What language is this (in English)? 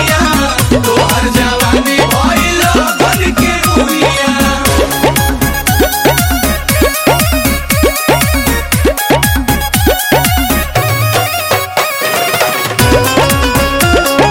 Bhojpuri